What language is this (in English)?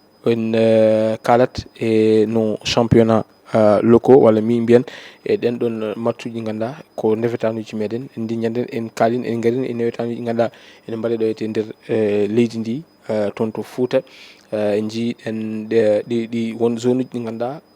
Fula